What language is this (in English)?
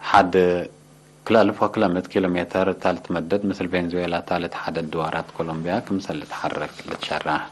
Tigre